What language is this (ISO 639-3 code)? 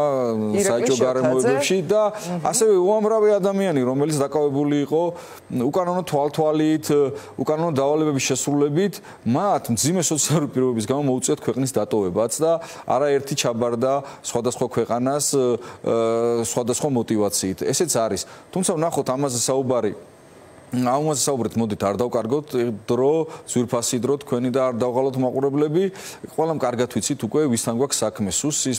kat